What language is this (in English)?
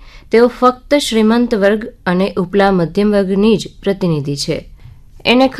Gujarati